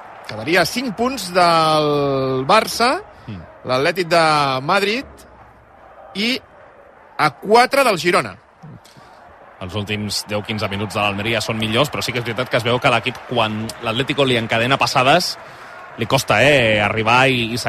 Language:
Catalan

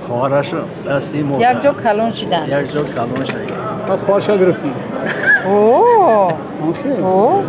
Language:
Tajik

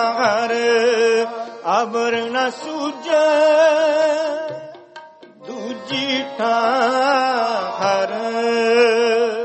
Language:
Punjabi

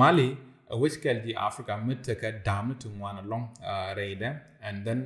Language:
Nuer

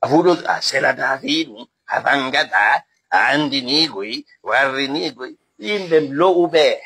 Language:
Fula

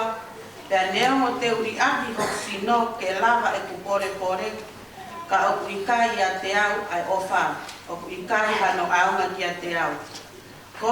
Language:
Tongan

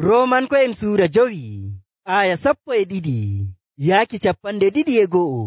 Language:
Nigerian Fulfulde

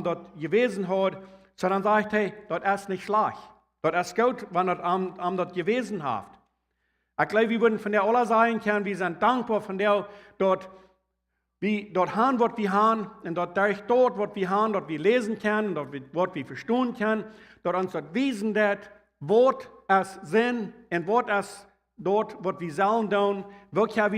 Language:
Plautdietsch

